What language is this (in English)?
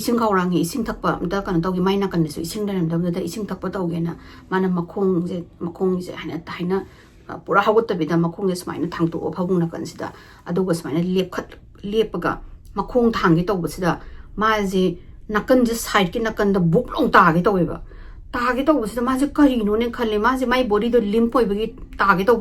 Manipuri